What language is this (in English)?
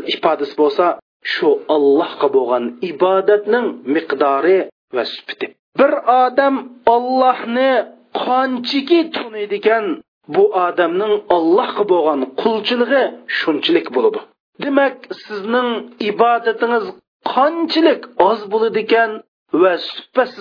Uyghur